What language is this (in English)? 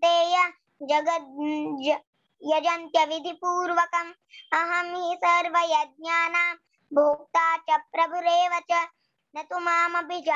Sanskrit